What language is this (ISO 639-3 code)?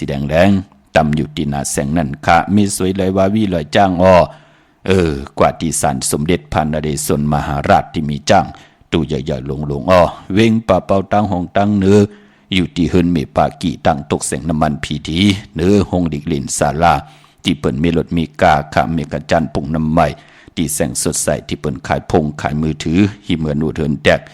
shn